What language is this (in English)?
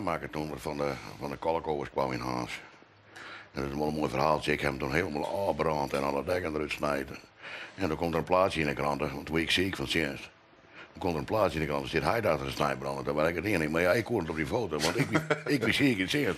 Western Frisian